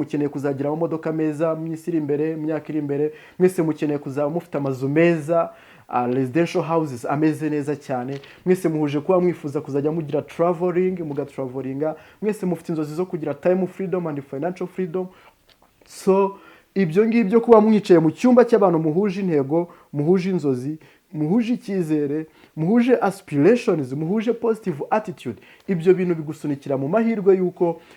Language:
Kinyarwanda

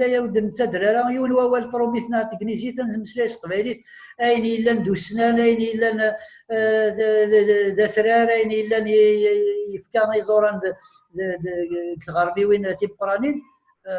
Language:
Kabyle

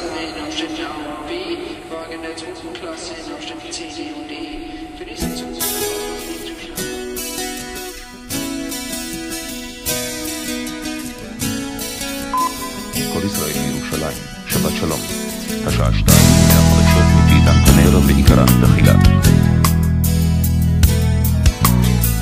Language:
Hebrew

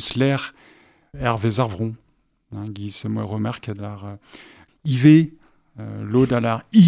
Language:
Breton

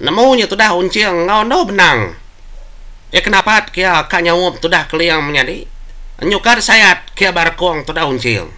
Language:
Iban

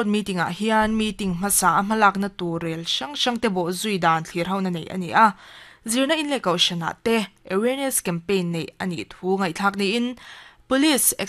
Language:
Mizo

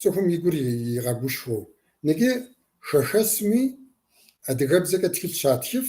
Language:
Kabardian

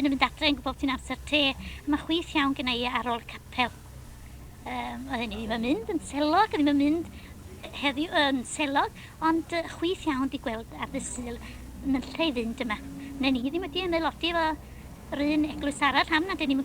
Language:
Welsh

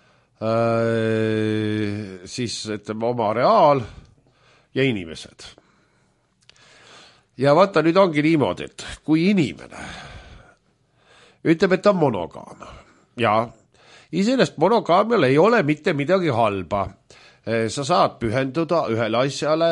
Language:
Estonian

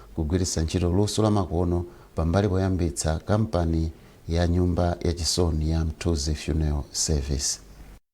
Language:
Nyanja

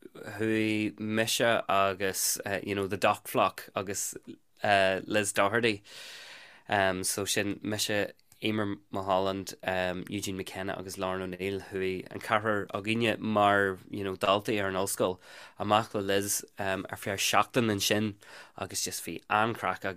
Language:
Irish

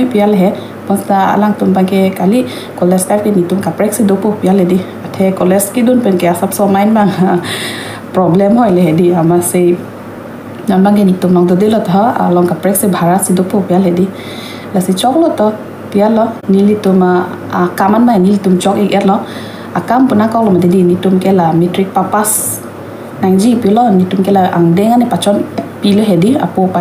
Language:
Karbi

